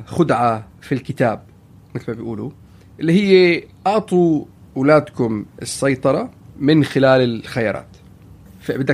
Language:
North Levantine Arabic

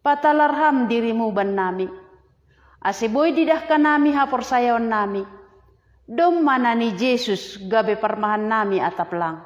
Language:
Batak Simalungun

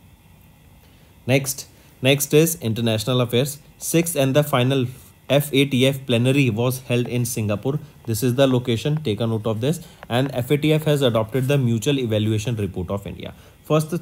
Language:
English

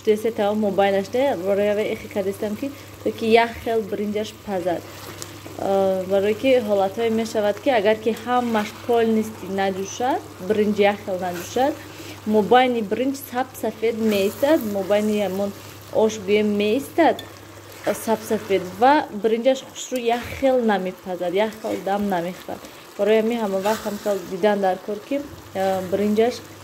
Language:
Tajik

